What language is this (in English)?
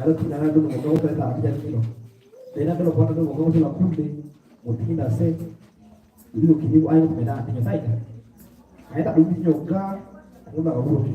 Kakwa